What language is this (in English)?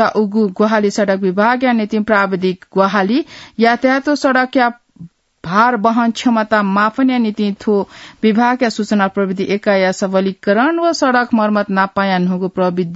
Newari